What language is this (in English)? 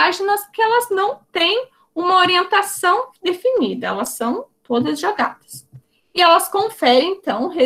Portuguese